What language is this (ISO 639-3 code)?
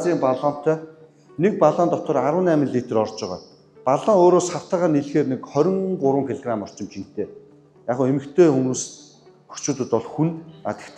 mon